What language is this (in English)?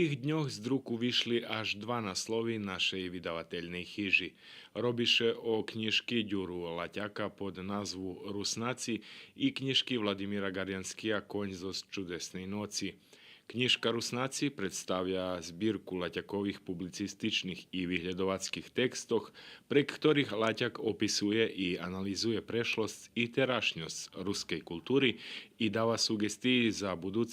Rusyn